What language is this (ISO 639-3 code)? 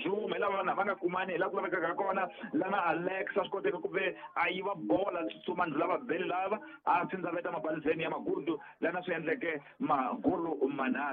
tso